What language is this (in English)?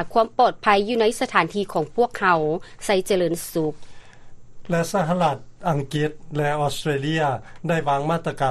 Lao